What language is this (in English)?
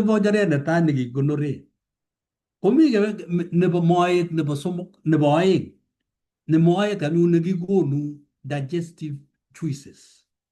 Kalenjin